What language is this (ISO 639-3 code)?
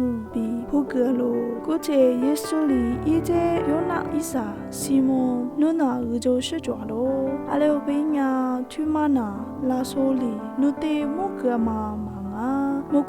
lis